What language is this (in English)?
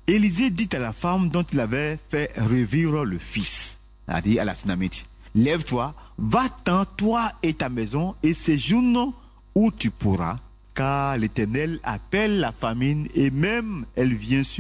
French